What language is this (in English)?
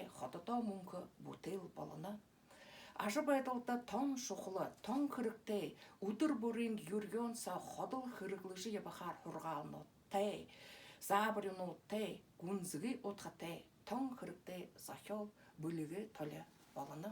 Buriat